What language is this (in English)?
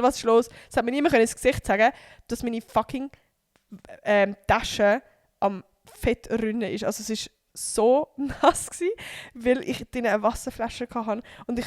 Swiss German